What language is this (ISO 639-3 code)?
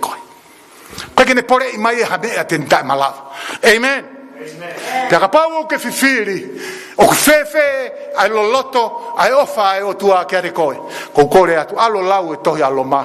ton